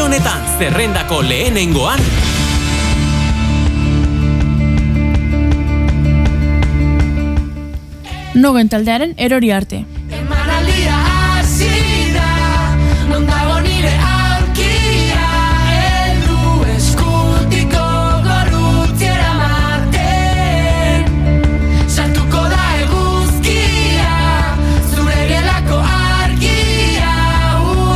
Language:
Basque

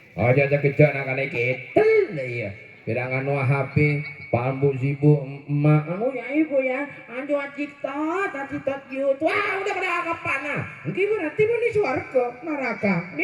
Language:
Madurese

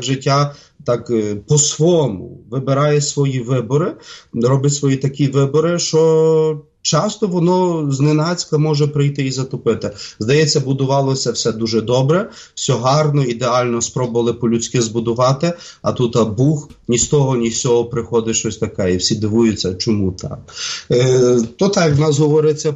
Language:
Ukrainian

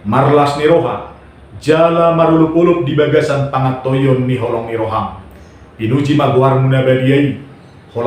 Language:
Batak Toba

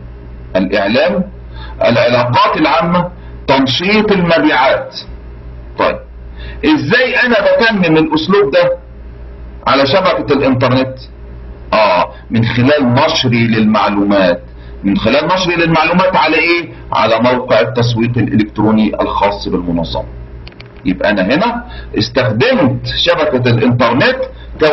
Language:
Egyptian Arabic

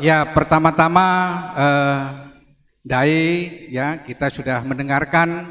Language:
Batak Karo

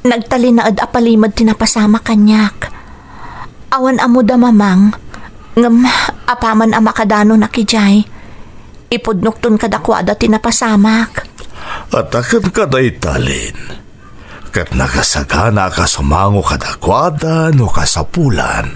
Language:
Iloko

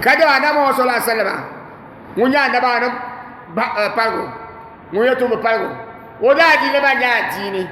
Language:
Dagbani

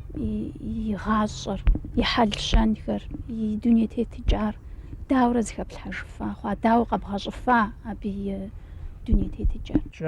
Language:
Kabardian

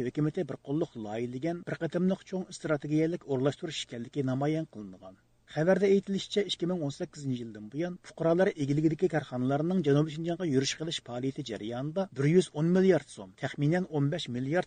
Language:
Uyghur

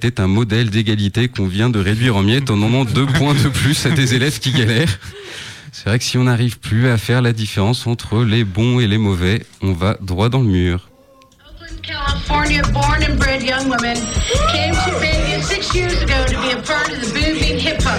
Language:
French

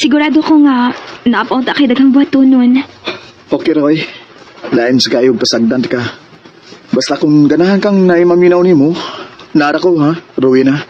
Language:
Cebuano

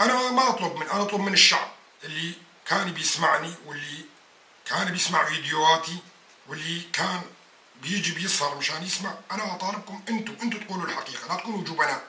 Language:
North Levantine Arabic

